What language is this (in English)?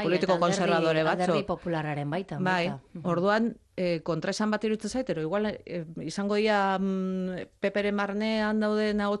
Basque